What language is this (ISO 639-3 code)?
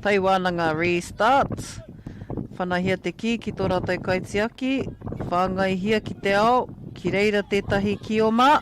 mri